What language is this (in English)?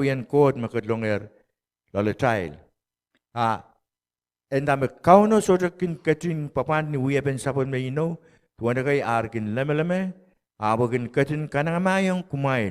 Pohnpeian